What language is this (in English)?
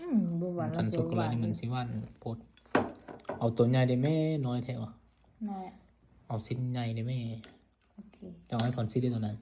Lao